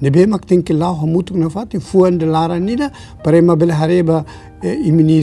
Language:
Tetum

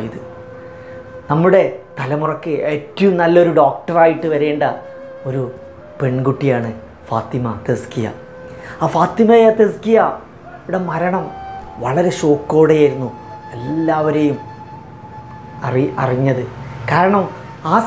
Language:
Malayalam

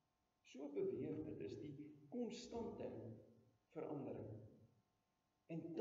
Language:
Afrikaans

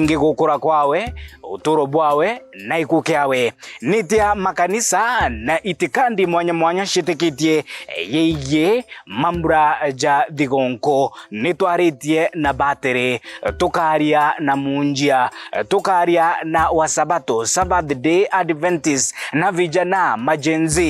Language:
Meru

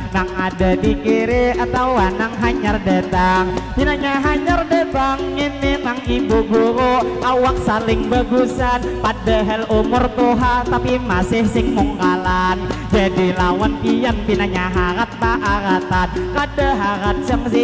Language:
Banjar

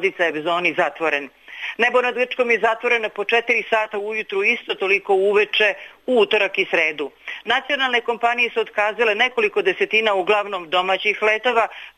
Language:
Serbian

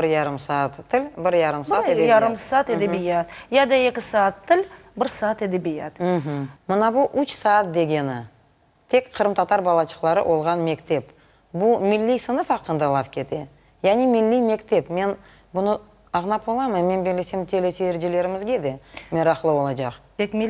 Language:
Crimean Tatar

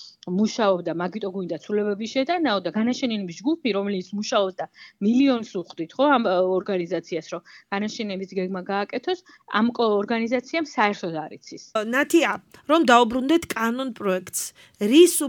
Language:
Georgian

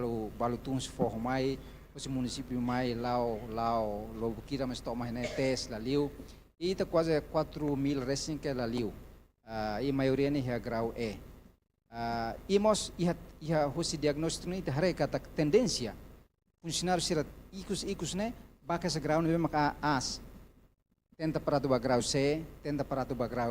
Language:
Tetum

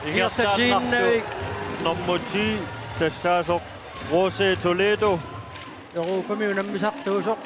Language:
Kalaallisut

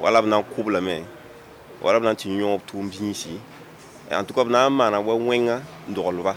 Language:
Mossi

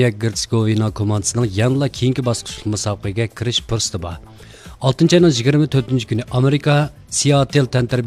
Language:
Uyghur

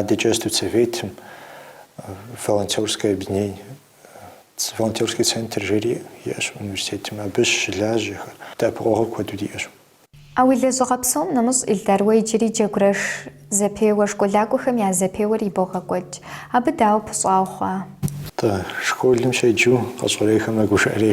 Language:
Kabardian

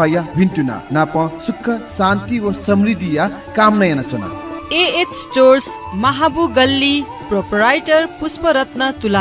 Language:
Newari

